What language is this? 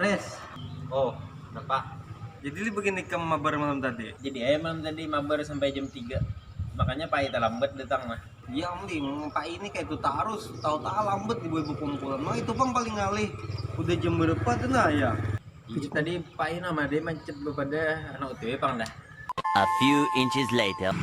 Banjar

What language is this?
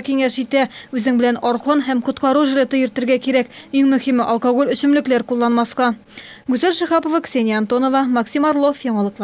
Tatar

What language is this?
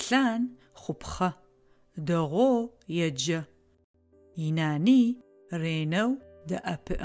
Adyghe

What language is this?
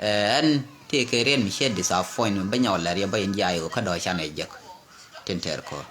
Nuer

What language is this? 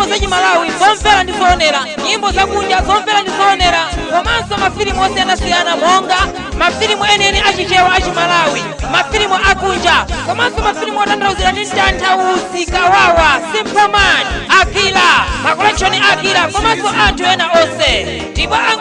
Nyanja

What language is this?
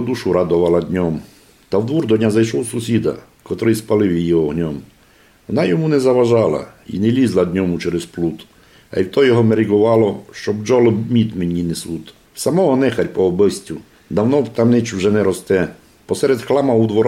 Rusyn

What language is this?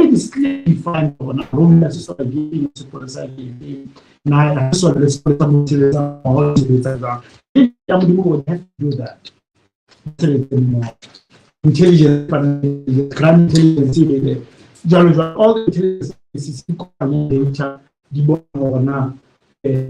Southern Sotho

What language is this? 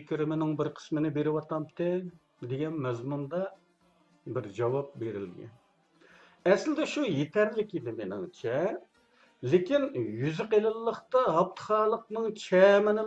Uyghur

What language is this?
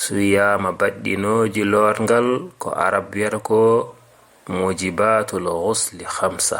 Fula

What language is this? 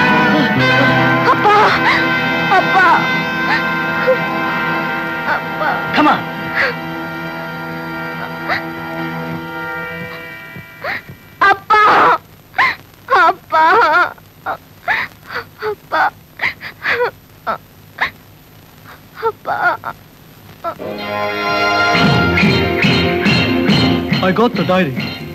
Tamil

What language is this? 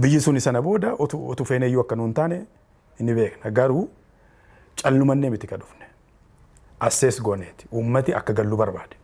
Oromo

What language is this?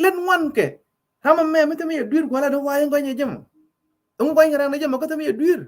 Nuer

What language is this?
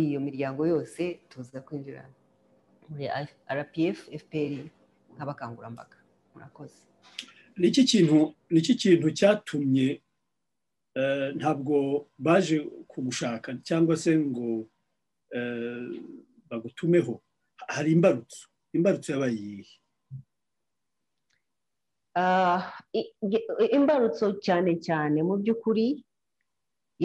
Kinyarwanda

